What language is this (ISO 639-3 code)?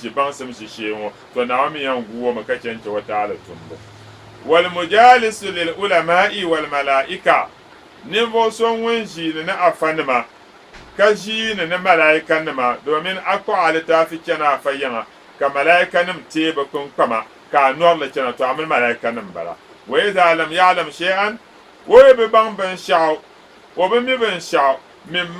dag